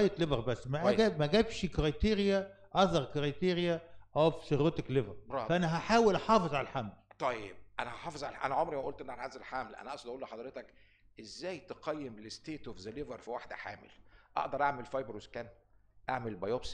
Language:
Egyptian Arabic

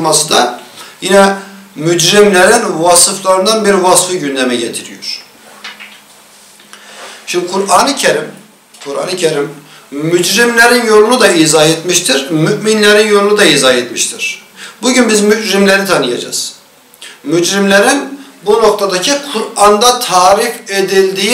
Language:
Turkish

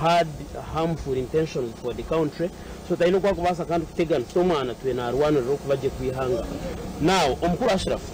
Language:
Nyankole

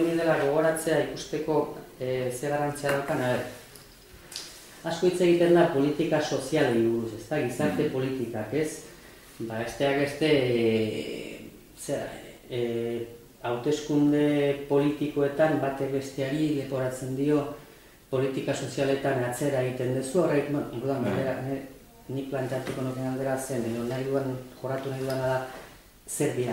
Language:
Basque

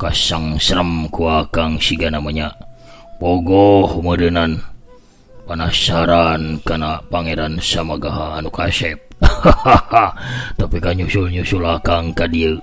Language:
Sundanese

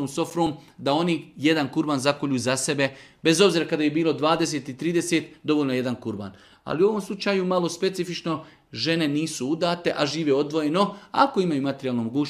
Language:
Serbian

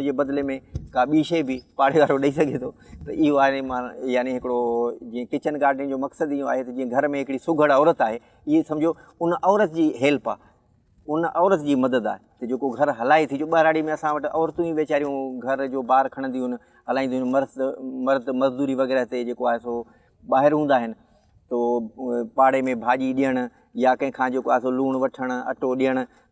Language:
Sindhi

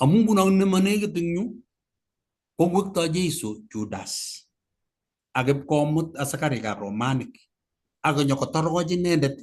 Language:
Kalenjin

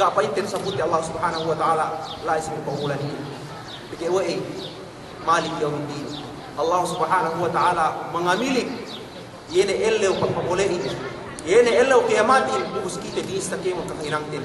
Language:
Yakan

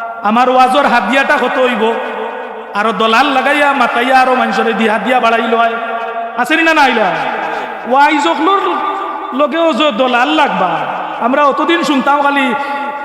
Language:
Sylheti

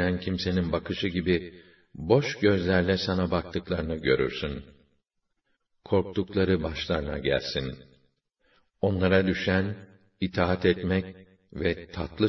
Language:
Turkish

